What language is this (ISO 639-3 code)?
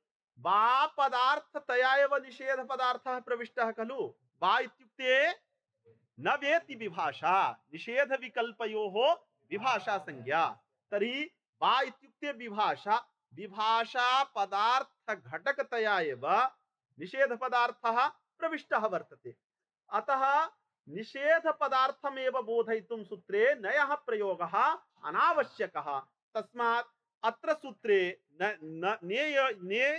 san